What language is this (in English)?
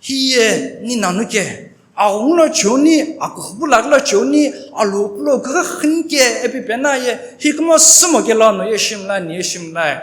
Sumi Naga